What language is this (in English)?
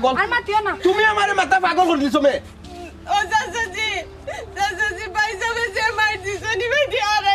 Sylheti